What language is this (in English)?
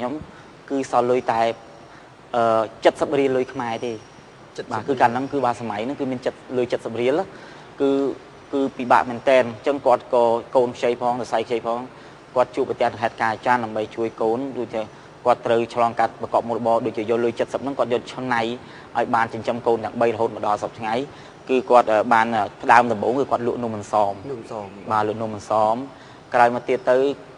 Khmer